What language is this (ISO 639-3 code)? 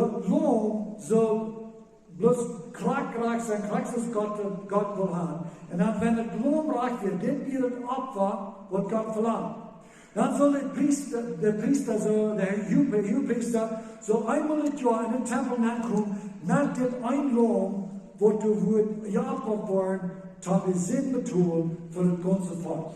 pdt